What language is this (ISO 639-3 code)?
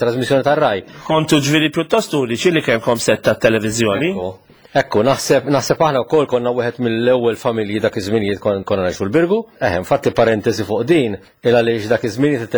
mlt